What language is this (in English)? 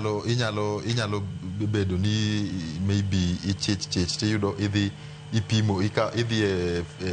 Luo (Kenya and Tanzania)